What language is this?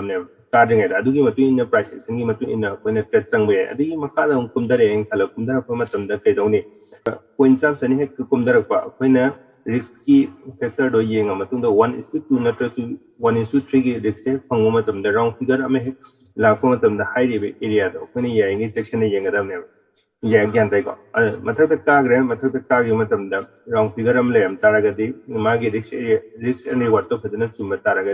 Manipuri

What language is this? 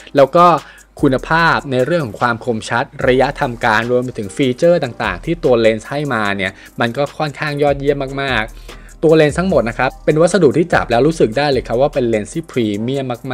Thai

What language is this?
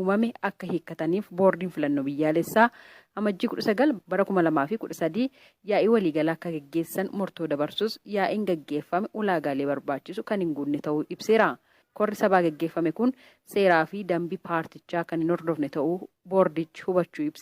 Oromo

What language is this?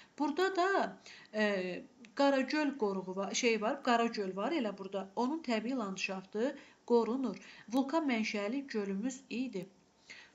Azerbaijani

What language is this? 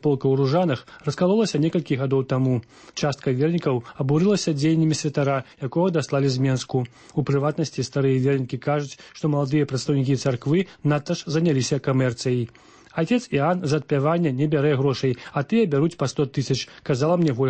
Belarusian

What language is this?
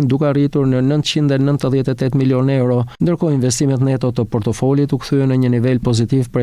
Albanian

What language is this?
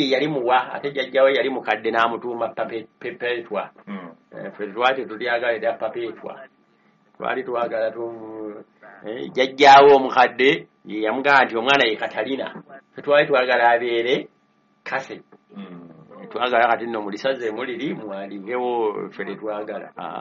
Ganda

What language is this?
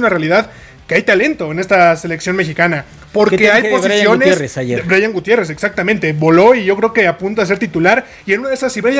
Spanish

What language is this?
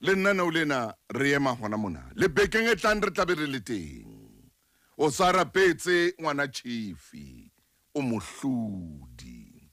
Southern Sotho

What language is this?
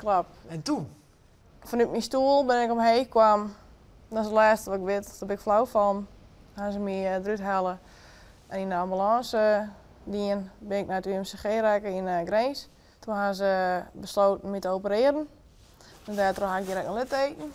Western Frisian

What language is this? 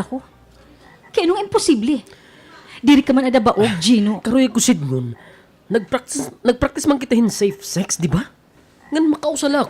Waray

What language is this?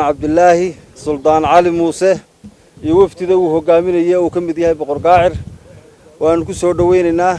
Somali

